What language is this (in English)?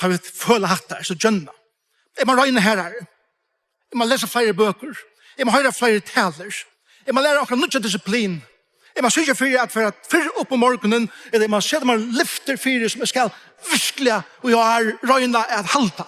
Faroese